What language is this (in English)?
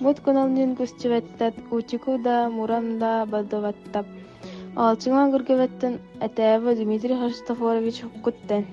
Yakut